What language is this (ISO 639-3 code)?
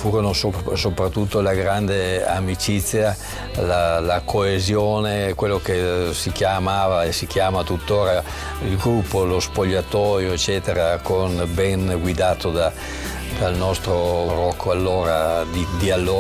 ita